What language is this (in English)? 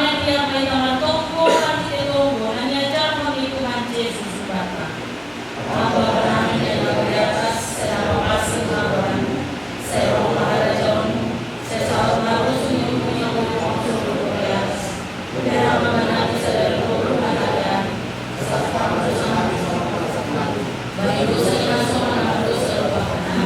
Batak Simalungun